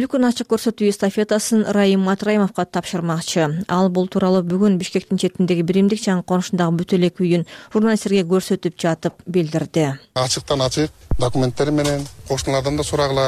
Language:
Kyrgyz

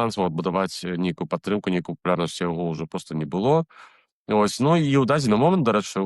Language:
Belarusian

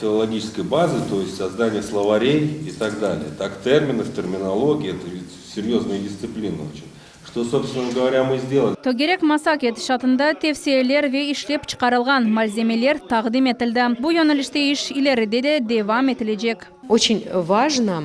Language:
Crimean Tatar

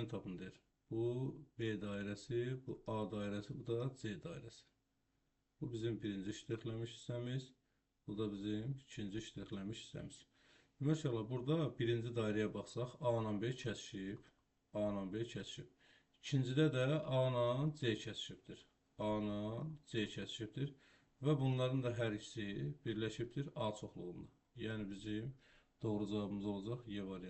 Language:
Azerbaijani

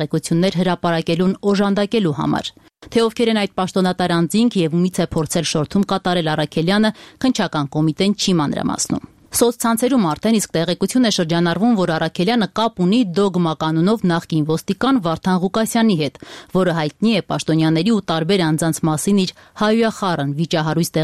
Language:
Armenian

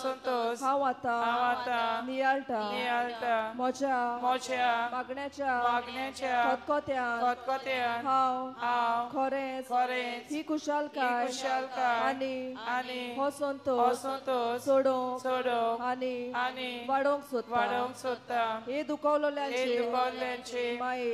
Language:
Konkani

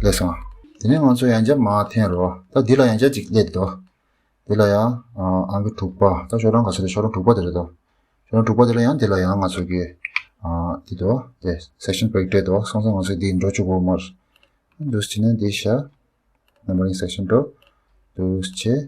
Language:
Tibetan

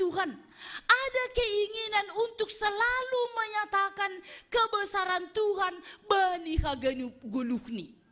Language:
Batak Simalungun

